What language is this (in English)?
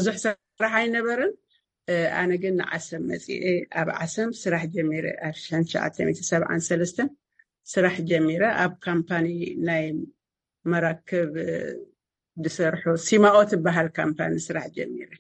Tigrinya